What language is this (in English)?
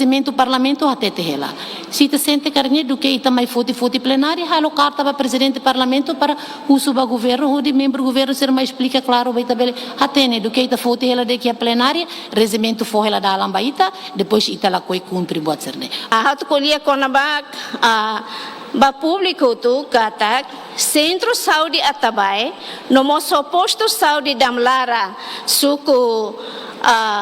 Tetum